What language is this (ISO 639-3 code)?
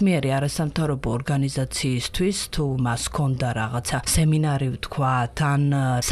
kat